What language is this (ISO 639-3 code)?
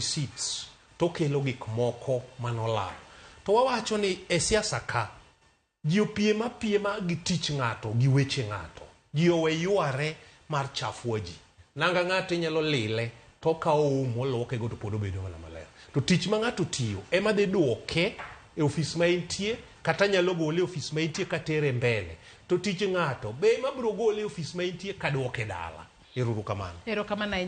luo